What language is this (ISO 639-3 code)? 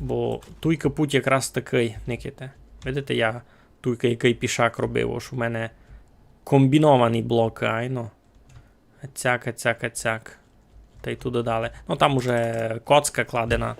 rue